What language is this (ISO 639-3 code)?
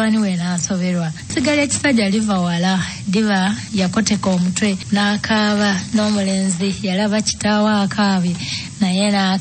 lug